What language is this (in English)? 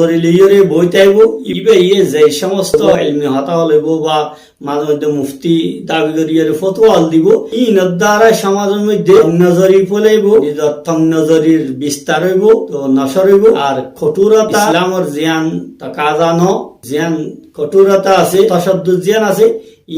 Rohingya